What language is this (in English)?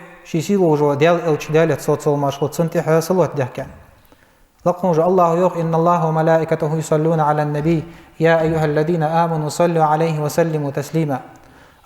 Ingush